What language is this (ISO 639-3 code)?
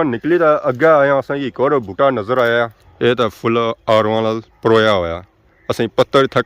phr